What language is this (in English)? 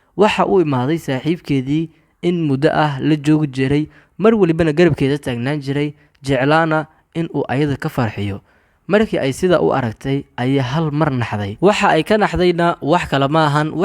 Somali